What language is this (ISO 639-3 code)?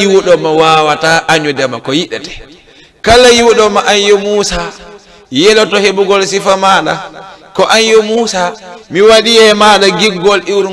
ful